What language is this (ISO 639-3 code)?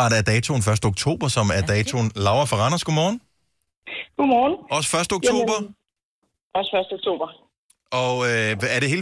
dan